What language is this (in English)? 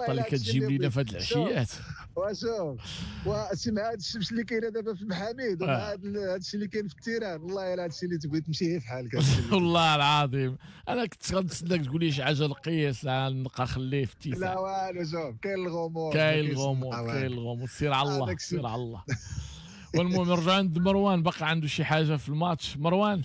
Moroccan Arabic